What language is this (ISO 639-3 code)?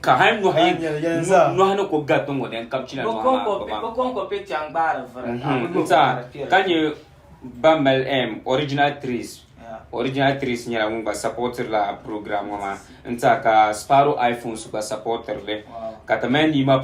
dag